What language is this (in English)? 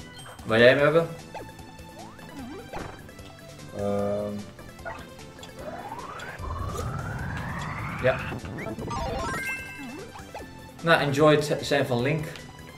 Dutch